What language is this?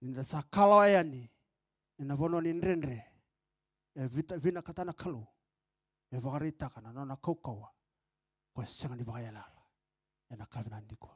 Fijian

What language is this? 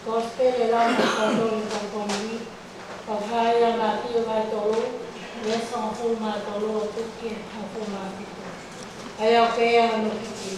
Tongan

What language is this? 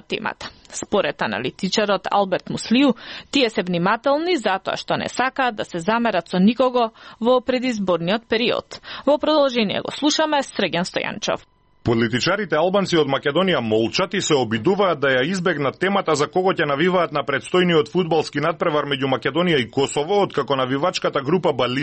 Macedonian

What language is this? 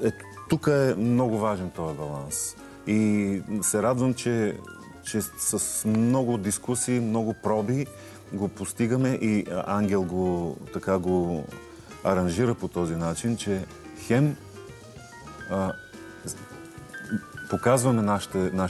Bulgarian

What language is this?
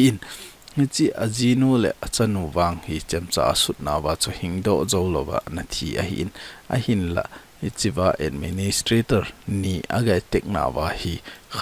Thado Chin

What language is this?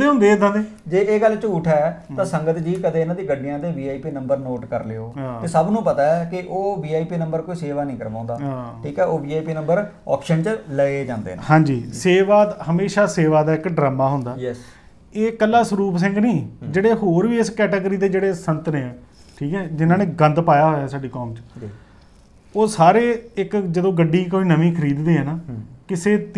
Punjabi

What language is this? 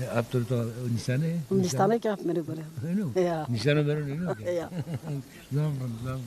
Zaza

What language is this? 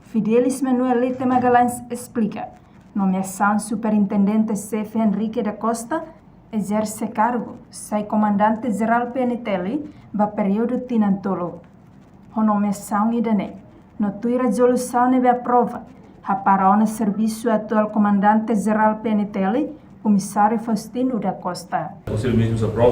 Tetum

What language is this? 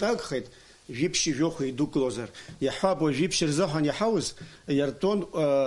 Abkhazian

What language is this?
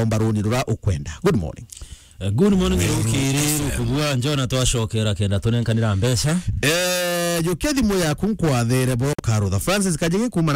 Meru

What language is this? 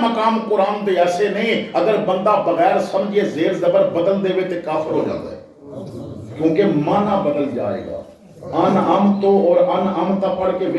Western Panjabi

